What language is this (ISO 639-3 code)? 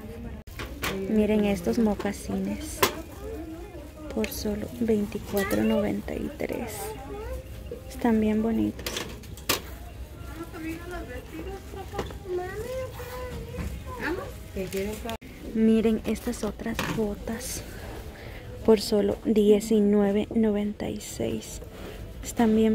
spa